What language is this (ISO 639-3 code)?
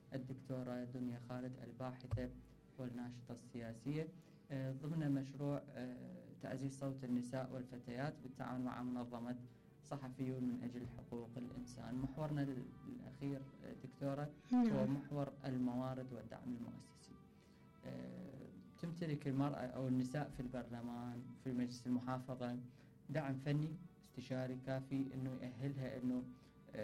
acm